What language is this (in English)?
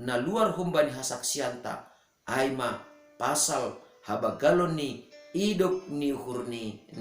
Batak Simalungun